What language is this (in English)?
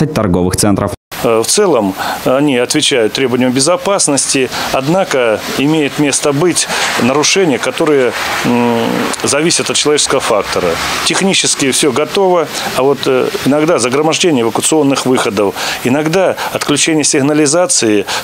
Russian